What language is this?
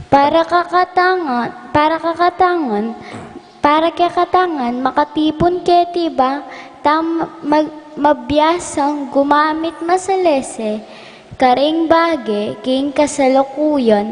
Pampanga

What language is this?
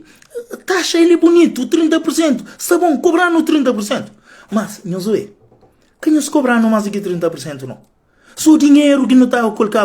Kabuverdianu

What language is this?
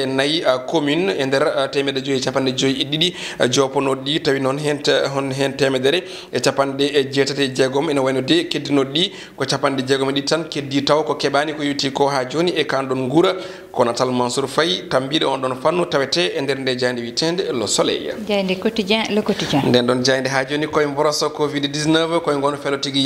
Fula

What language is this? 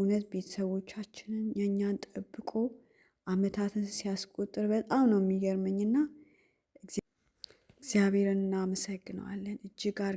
Amharic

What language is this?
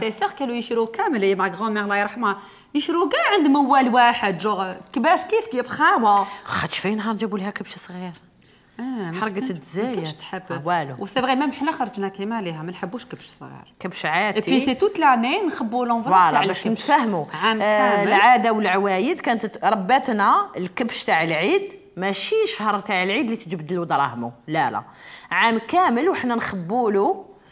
Algerian Arabic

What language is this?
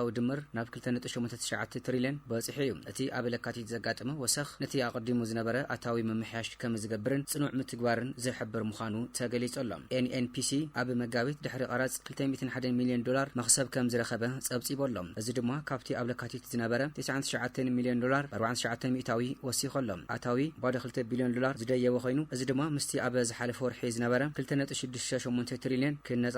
Tigrinya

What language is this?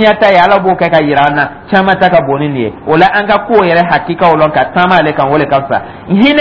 Dyula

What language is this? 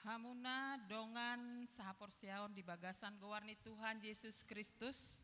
Batak Toba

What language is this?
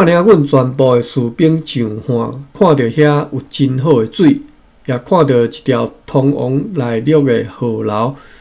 Min Nan Chinese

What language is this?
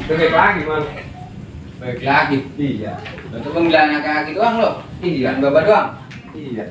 Betawi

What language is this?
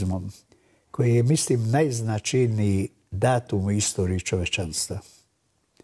Serbian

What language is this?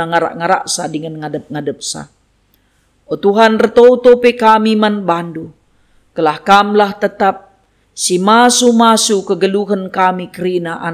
Batak Karo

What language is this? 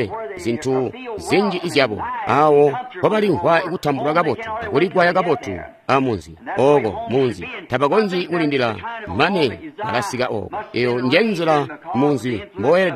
Tonga (Zambia)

